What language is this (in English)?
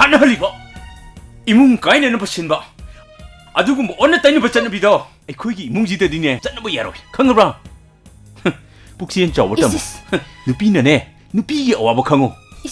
Manipuri